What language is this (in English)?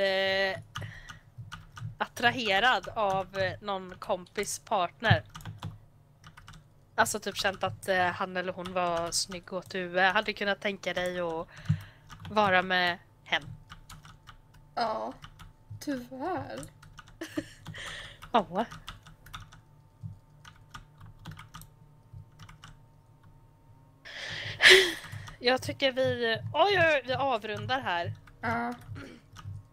Swedish